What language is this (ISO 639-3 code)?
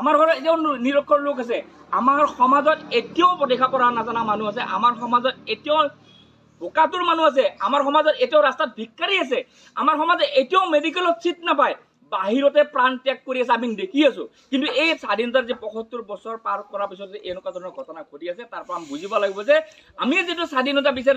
asm